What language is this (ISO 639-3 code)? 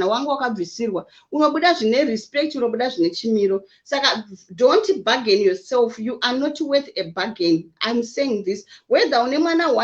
sna